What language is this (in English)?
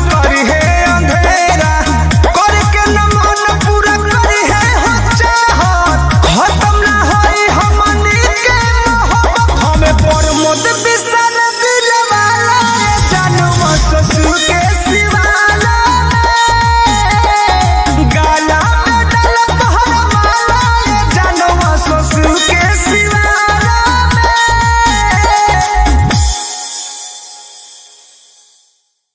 Bhojpuri